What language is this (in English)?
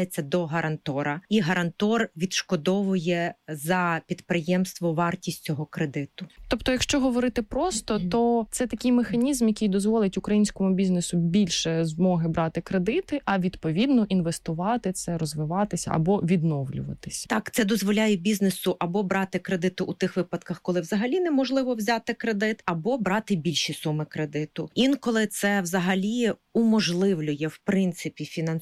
Ukrainian